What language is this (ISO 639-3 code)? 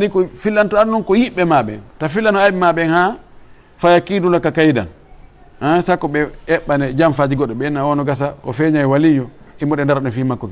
ful